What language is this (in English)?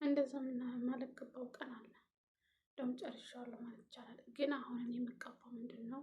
Amharic